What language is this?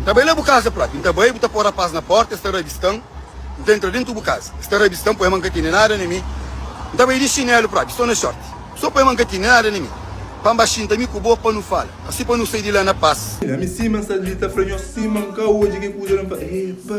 Kabuverdianu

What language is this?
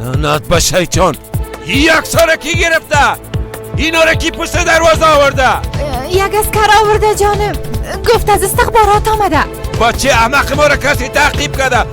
Persian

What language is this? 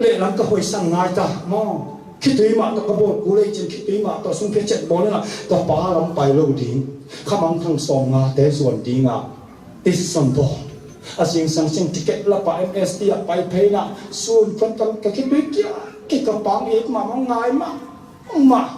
Tedim Chin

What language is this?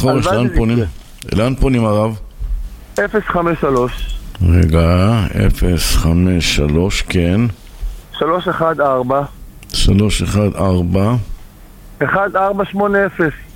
Hebrew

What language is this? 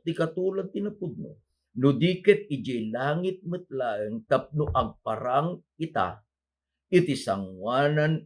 Iloko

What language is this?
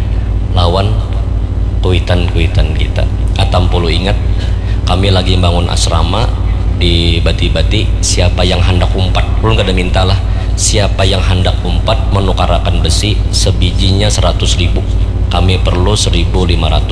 Banjar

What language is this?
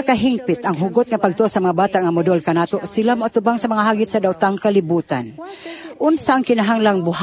Cebuano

